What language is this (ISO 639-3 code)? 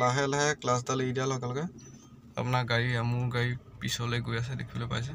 asm